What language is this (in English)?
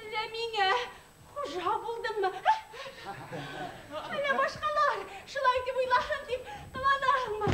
Bashkir